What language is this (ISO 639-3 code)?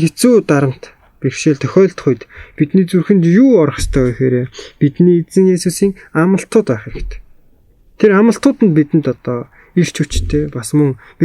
mon